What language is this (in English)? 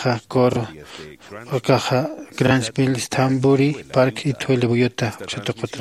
Aymara